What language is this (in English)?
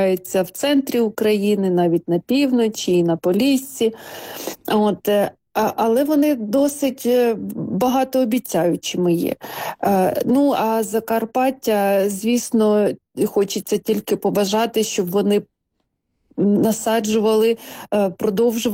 Ukrainian